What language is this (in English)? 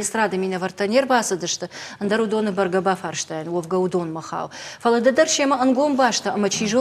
Ossetic